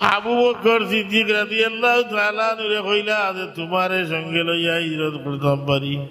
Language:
Sylheti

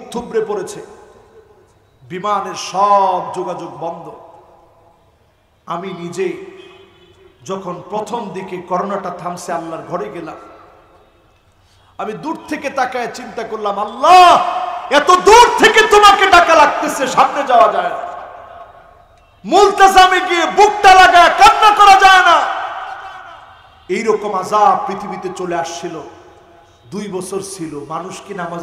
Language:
Bangla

